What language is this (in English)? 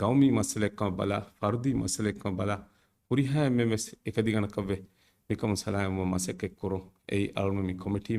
Divehi